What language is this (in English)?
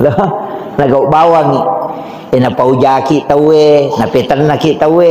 Buginese